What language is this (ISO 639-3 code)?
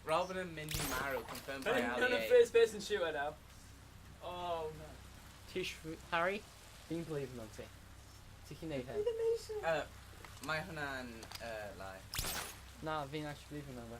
cym